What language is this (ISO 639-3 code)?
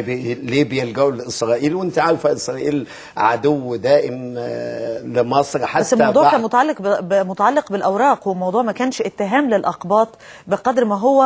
arz